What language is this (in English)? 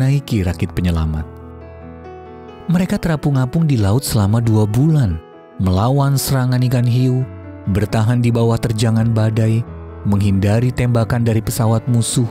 Indonesian